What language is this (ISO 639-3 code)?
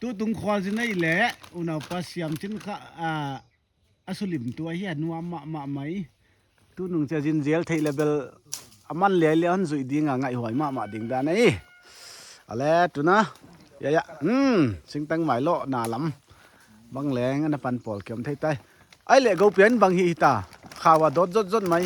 pck